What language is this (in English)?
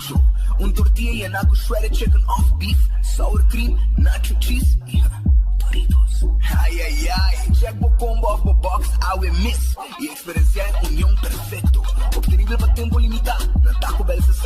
Papiamento